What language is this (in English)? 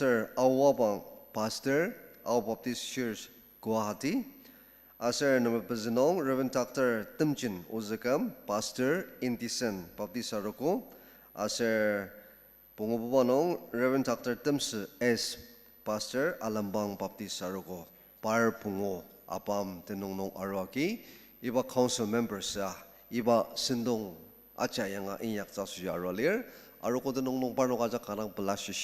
Ao Naga